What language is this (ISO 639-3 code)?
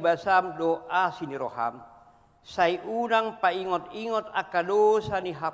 bbc